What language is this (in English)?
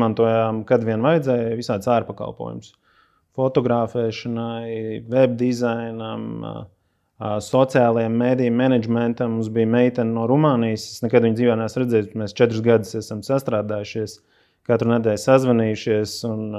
Latvian